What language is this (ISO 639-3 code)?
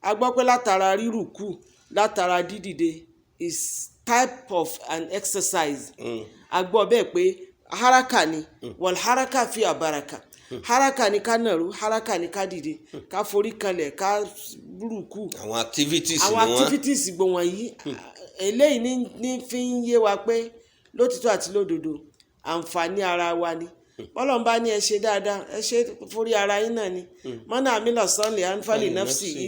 yor